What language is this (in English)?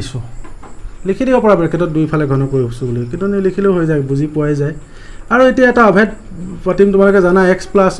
Assamese